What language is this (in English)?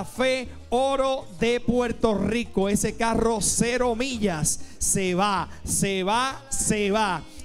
Spanish